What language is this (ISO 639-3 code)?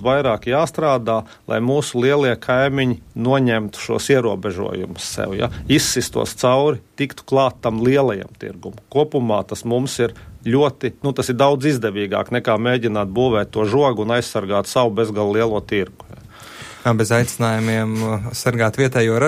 lav